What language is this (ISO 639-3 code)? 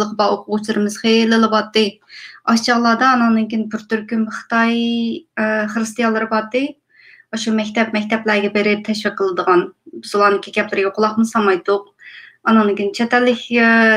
uig